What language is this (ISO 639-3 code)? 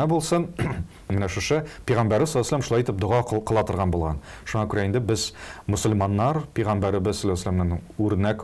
tat